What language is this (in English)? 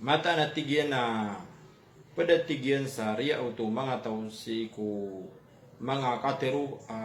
Maranao